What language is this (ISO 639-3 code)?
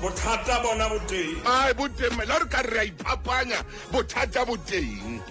sot